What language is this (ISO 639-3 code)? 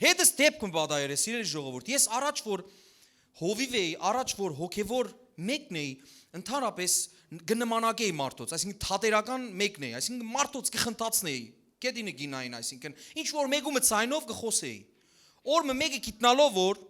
hyw